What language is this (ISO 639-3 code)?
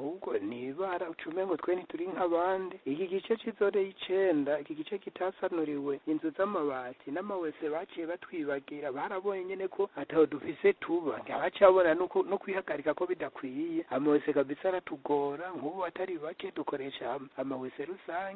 run